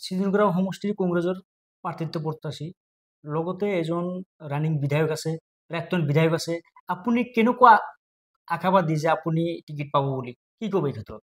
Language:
Assamese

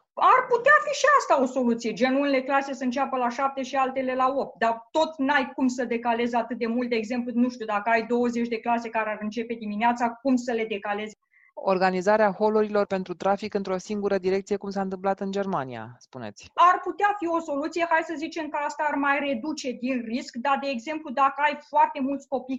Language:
Romanian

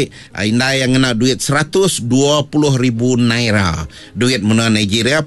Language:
Iban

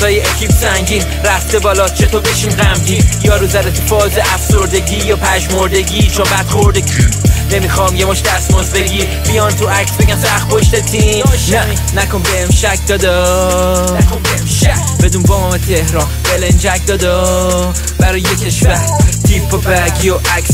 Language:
Persian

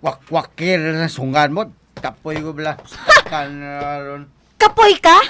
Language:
Hiligaynon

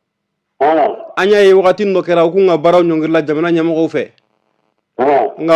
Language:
Bambara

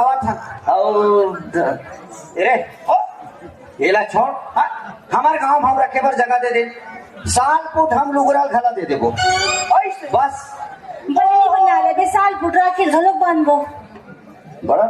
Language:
Chhattisgarhi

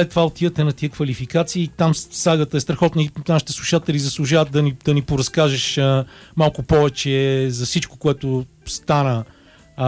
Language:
Bulgarian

